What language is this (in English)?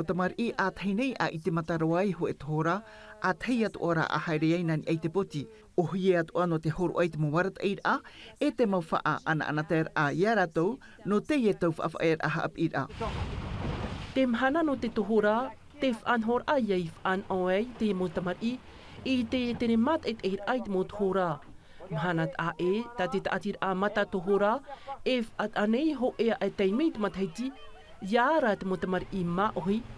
Tahitian